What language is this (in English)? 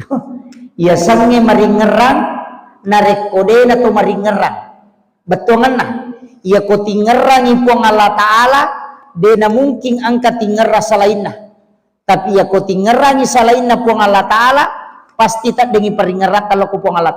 Buginese